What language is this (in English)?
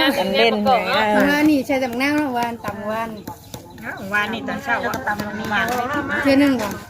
Northeastern Thai